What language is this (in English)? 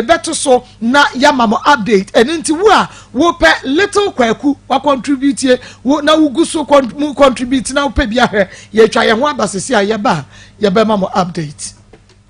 Akan